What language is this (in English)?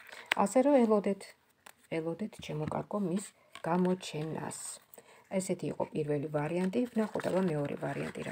Georgian